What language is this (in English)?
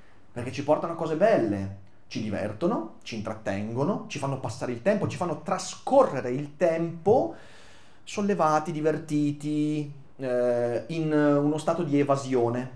Italian